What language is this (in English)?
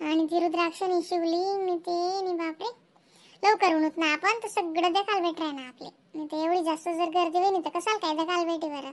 Khandesi